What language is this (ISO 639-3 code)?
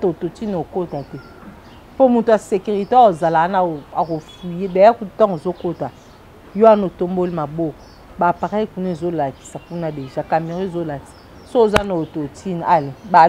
lin